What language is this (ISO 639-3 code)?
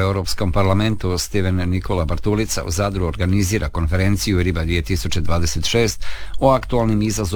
hrv